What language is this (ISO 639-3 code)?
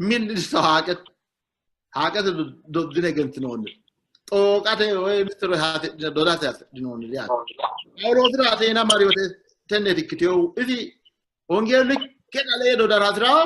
sid